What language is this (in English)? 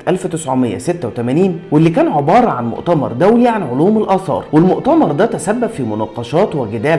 Egyptian Arabic